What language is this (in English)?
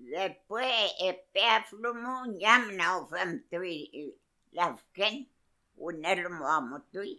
Mapuche